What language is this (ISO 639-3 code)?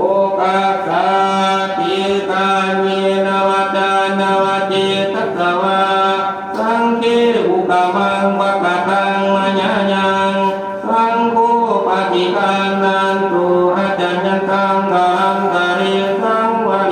pli